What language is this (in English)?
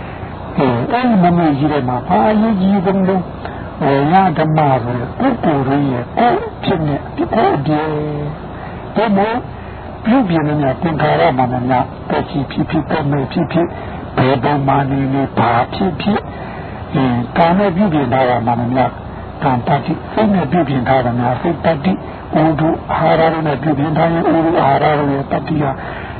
Burmese